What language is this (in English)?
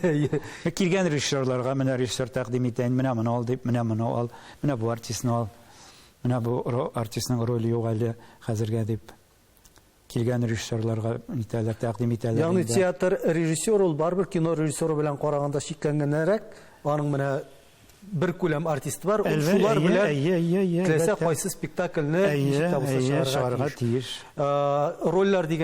Tatar